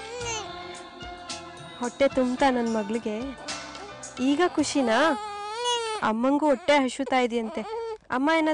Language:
Kannada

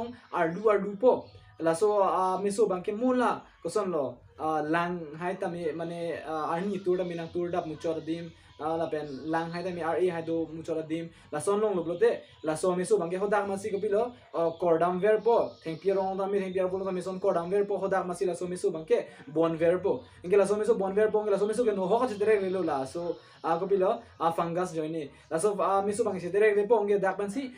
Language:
Karbi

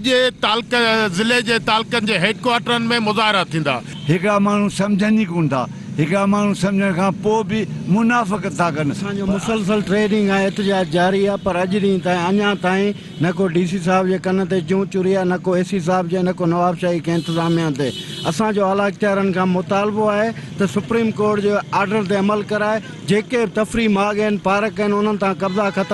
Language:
Sindhi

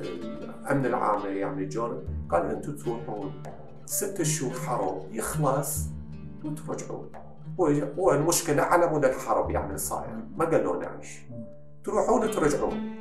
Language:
Mesopotamian Arabic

